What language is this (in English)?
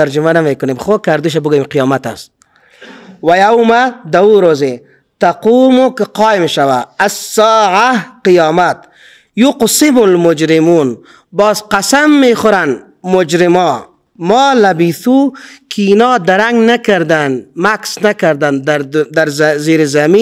Persian